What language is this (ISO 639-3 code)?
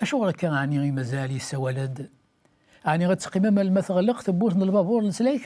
kab